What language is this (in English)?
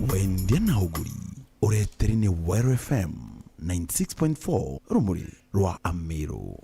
Meru